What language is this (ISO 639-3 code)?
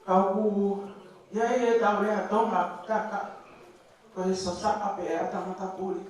ton